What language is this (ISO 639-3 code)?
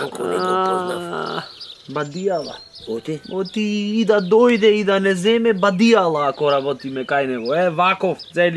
mkd